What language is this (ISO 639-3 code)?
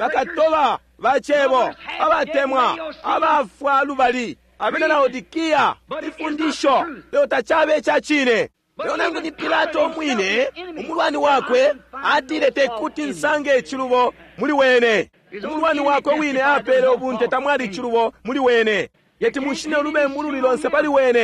bem